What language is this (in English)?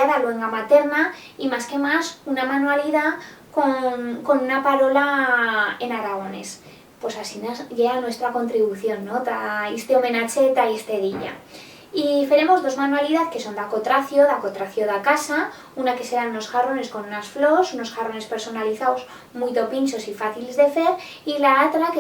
Aragonese